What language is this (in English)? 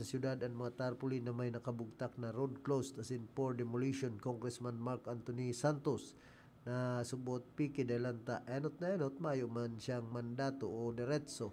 Bikol